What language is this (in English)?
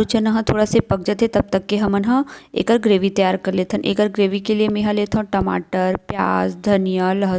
Chhattisgarhi